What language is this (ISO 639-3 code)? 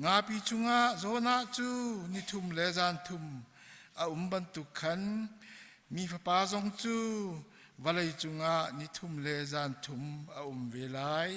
cnh